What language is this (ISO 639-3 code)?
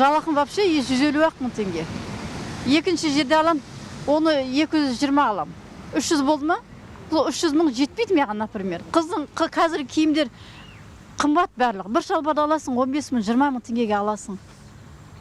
kaz